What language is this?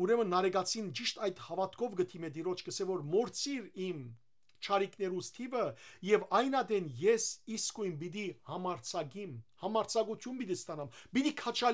Western Armenian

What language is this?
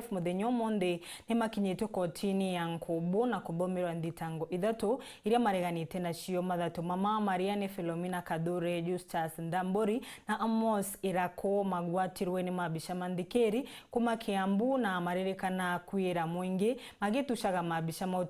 Meru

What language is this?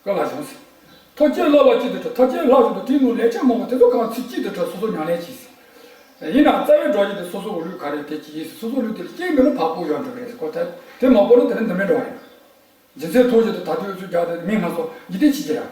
Tibetan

